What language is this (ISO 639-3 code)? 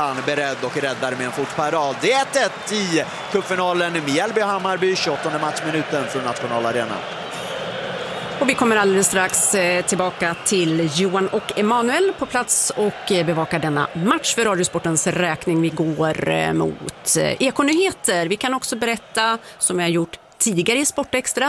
swe